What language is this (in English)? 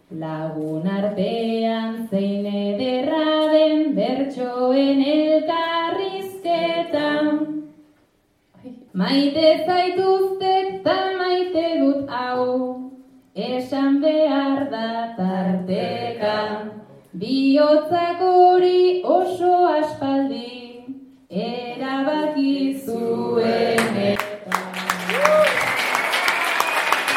Basque